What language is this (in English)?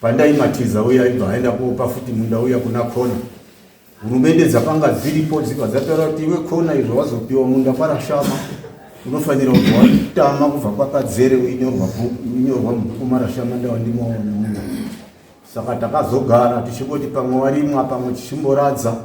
Shona